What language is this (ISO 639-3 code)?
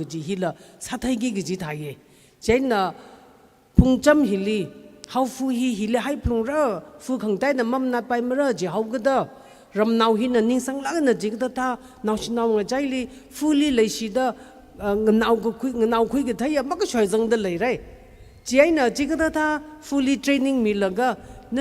nmf